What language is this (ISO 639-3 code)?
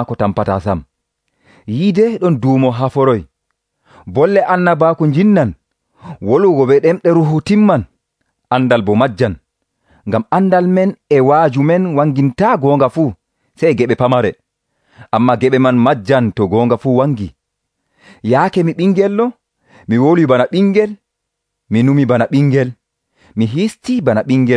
fuv